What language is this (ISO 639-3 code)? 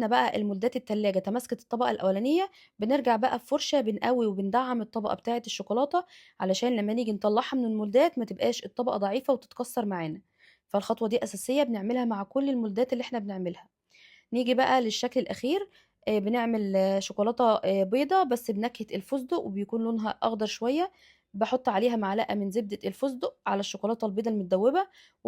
arz